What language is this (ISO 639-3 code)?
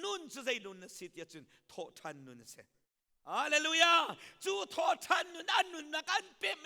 cnh